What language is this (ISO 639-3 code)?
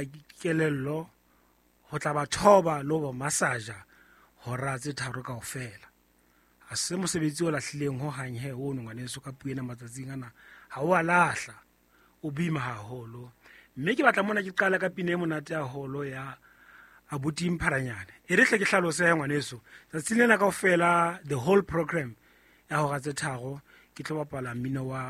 sot